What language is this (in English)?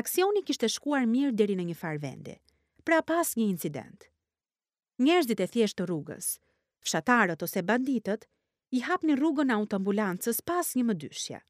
Albanian